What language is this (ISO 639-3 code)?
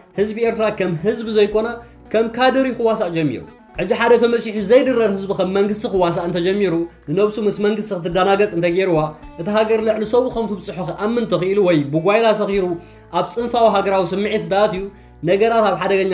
tir